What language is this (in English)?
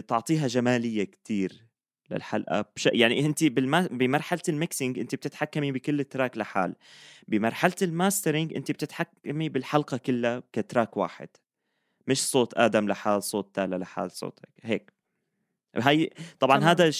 North Levantine Arabic